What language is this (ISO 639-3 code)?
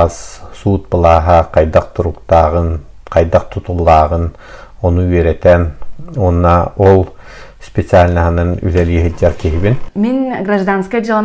sah